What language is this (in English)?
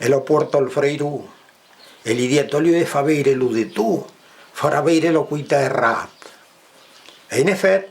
Occitan